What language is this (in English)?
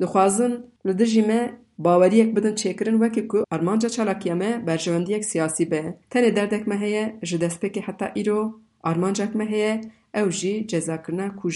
Kurdish